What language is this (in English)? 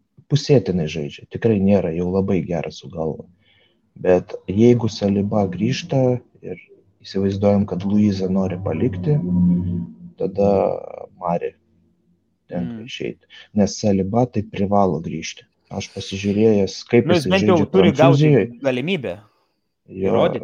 Lithuanian